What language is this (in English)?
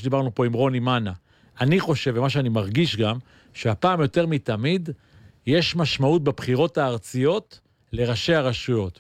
Hebrew